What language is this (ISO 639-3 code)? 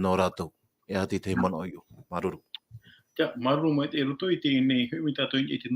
tah